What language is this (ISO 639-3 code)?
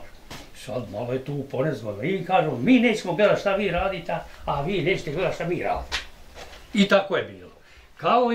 bos